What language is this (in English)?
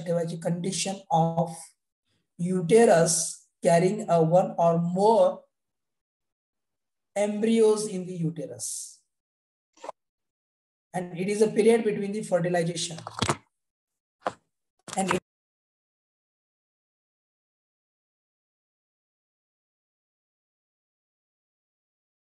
Marathi